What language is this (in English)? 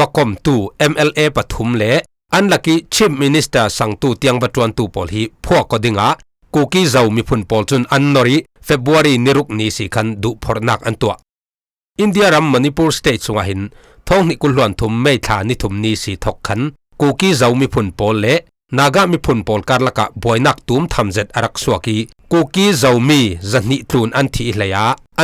Falam Chin